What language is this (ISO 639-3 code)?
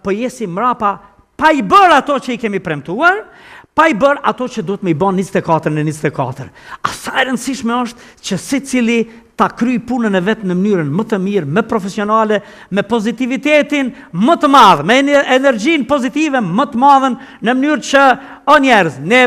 sqi